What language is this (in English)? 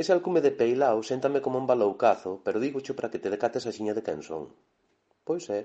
Galician